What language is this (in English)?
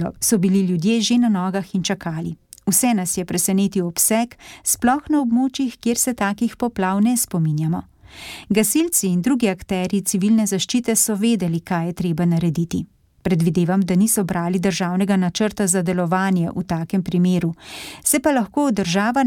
Slovenian